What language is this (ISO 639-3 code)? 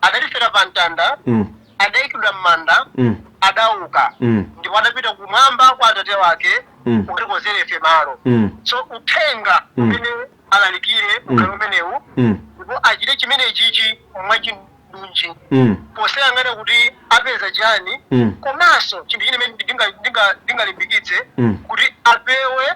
nya